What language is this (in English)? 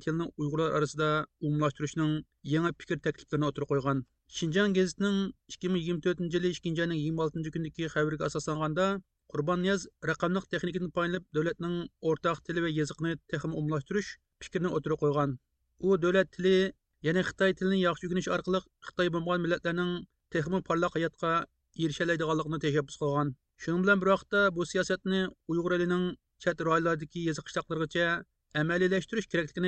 Uyghur